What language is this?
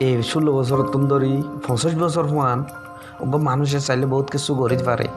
Rohingya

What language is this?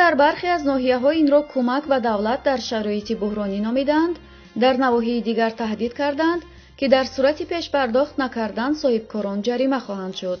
Tajik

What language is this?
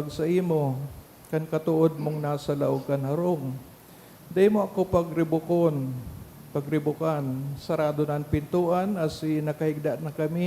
Bikol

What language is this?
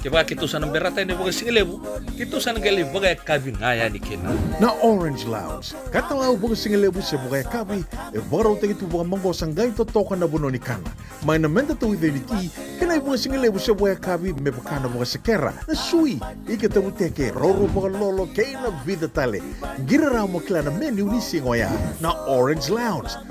Fijian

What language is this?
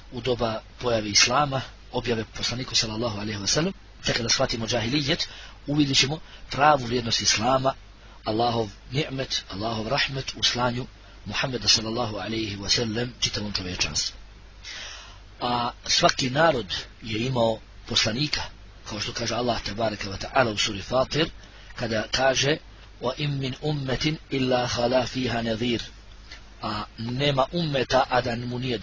Bosnian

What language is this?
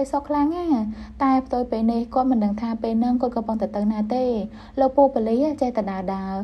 Khmer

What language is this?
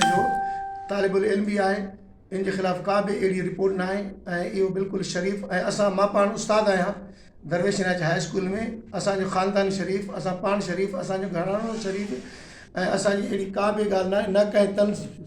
Sindhi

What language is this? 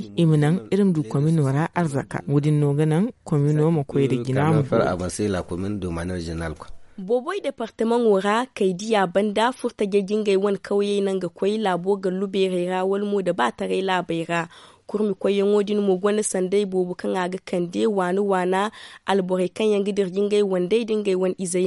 Zarma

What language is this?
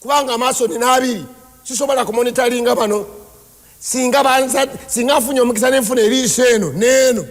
Ganda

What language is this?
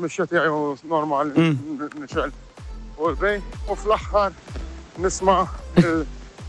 Maltese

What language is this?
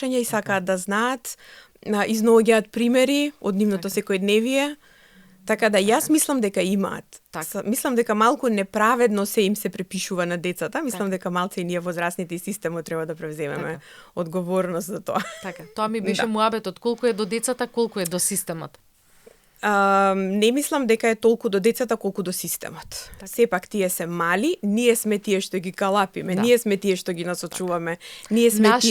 Macedonian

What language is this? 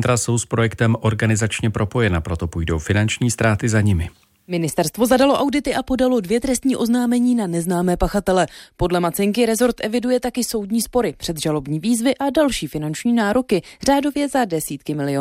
Czech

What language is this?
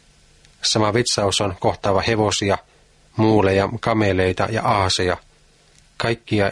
Finnish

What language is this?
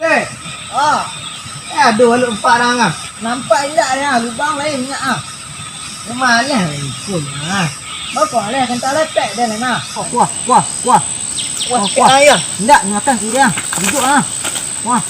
Minangkabau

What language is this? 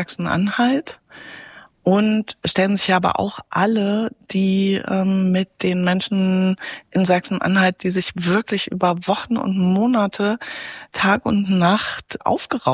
German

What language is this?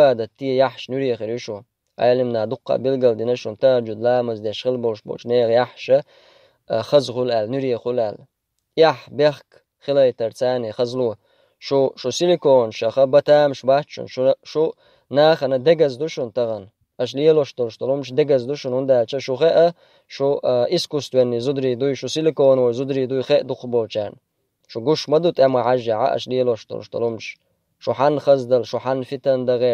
Chechen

